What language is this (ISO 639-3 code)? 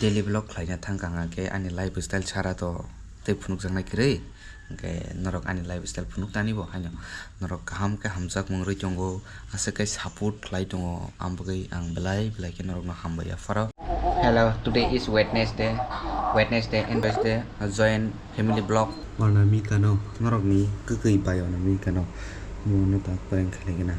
trp